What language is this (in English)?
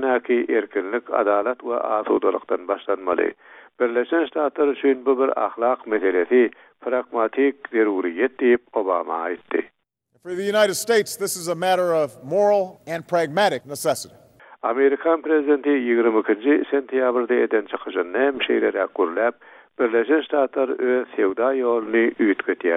Turkmen